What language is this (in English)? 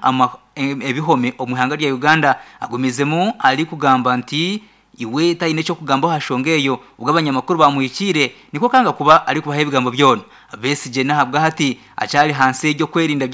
Nyankole